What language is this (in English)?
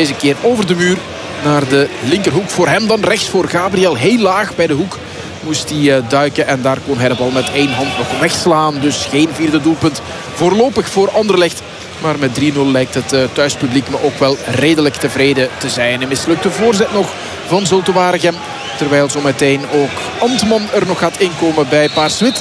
Dutch